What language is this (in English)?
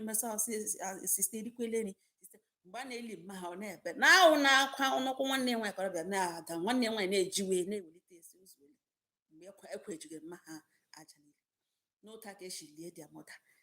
Igbo